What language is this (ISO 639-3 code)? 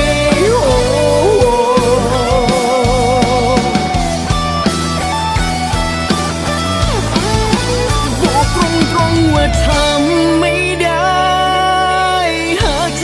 tha